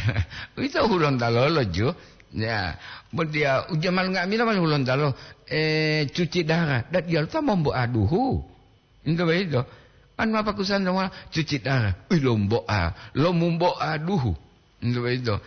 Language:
Gorontalo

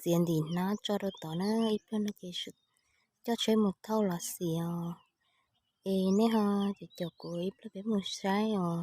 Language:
Hmong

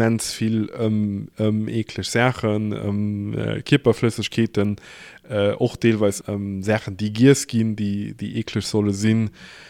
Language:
Luxembourgish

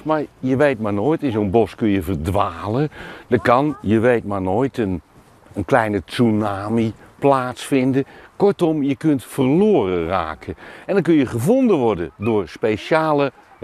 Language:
Dutch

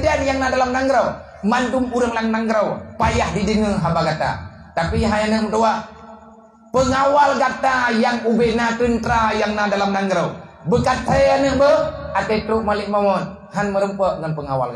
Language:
Achinese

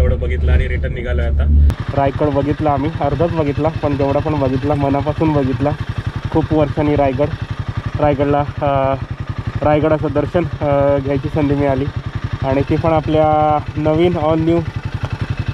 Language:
Marathi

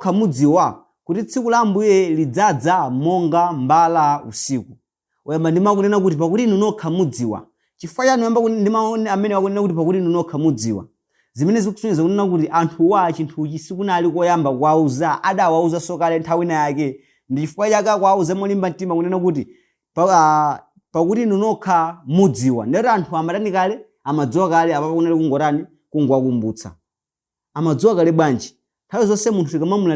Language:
Nyanja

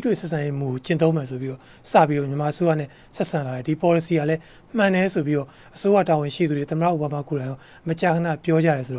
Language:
Burmese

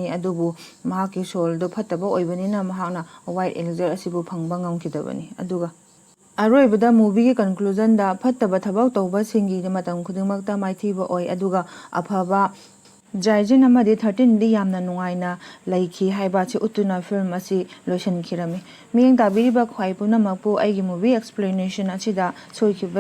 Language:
Manipuri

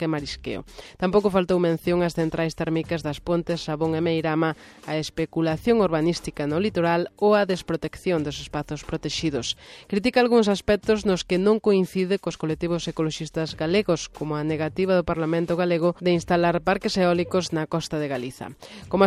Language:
Galician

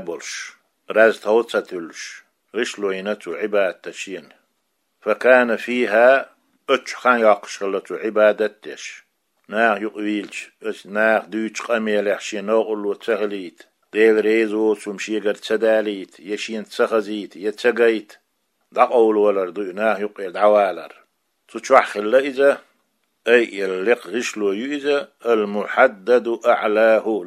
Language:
Chechen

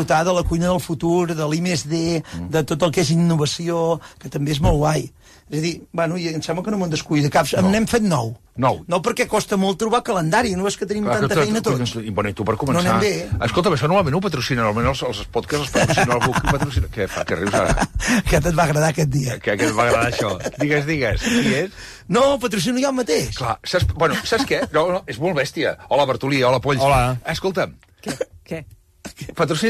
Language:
Catalan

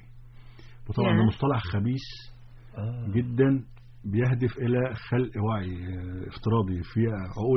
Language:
Egyptian Arabic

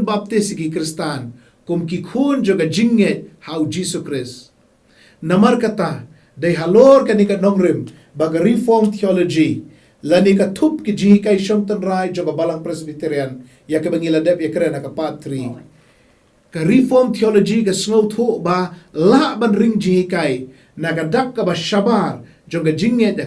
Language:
Khasi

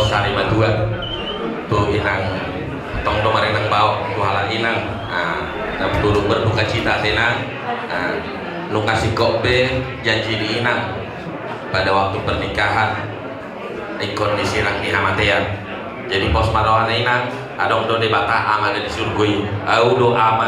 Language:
Batak Toba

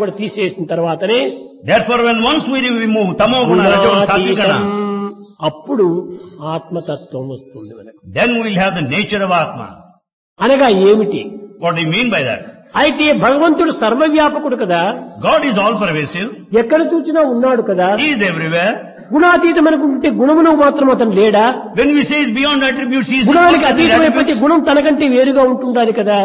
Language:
Telugu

